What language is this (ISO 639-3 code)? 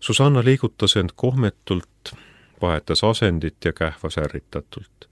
est